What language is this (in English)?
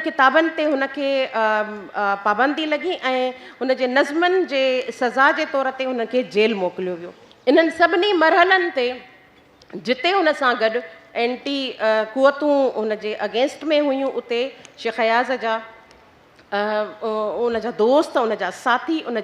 Sindhi